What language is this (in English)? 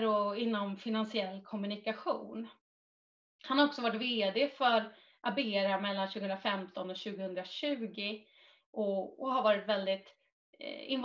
Swedish